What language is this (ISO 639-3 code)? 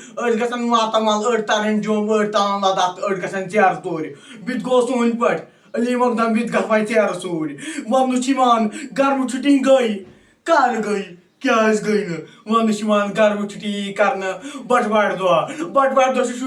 kas